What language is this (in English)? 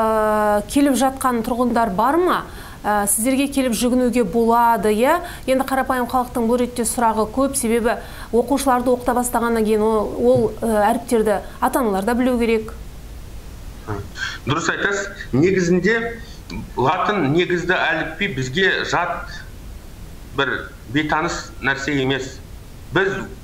Kazakh